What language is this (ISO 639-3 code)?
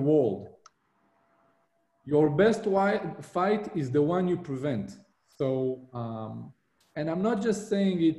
eng